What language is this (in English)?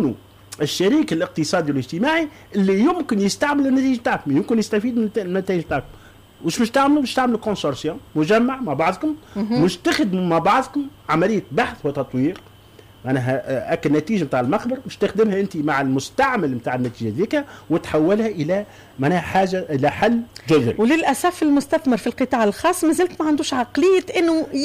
Tunisian Arabic